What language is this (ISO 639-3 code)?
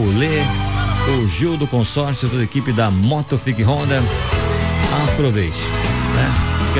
por